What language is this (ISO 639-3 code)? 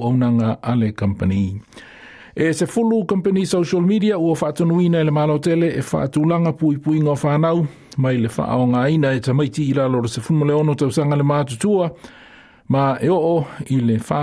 smo